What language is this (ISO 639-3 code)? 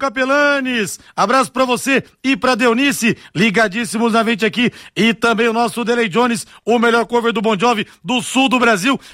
por